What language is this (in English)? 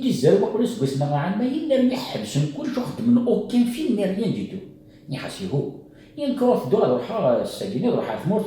Kabyle